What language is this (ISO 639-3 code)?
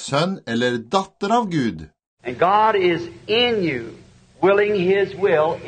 nor